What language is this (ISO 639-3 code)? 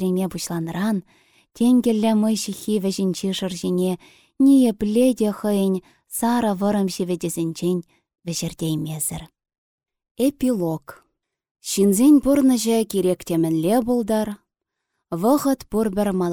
chv